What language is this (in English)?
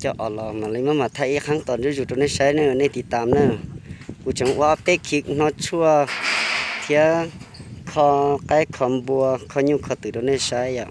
Hmong